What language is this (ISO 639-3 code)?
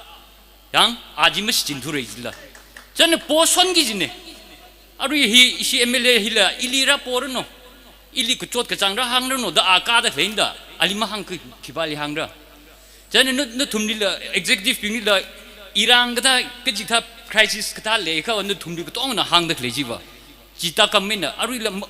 nmf